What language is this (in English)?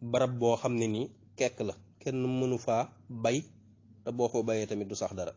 Wolof